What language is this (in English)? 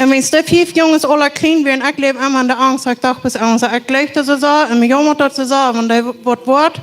Plautdietsch